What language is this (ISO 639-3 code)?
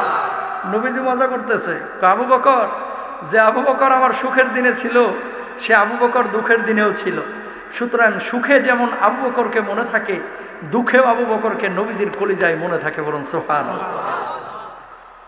ben